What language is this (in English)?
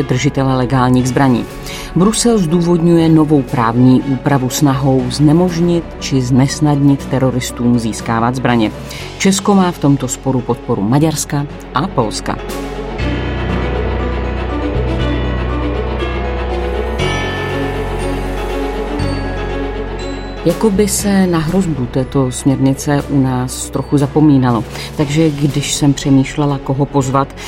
Czech